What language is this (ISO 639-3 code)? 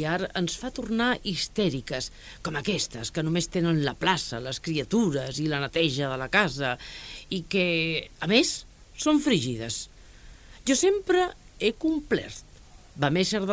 cat